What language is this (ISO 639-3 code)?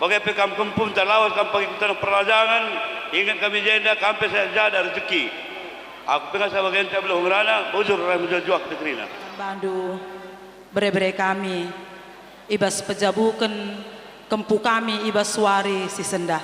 btx